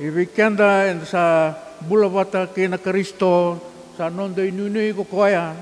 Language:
Fijian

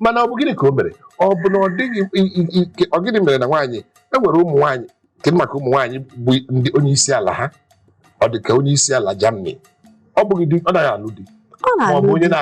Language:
Igbo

